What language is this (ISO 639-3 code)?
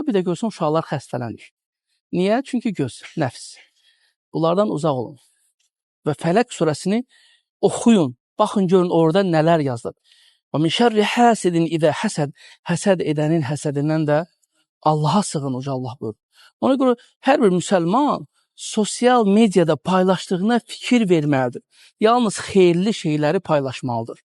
aze